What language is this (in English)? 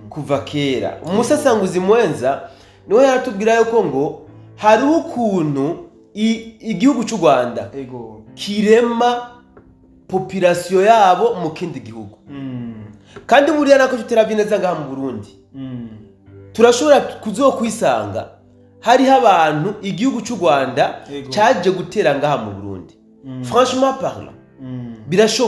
Rundi